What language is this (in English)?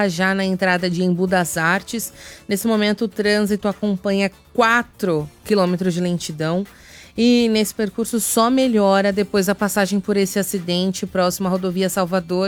Portuguese